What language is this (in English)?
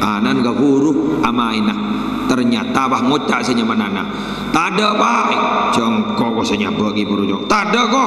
Madurese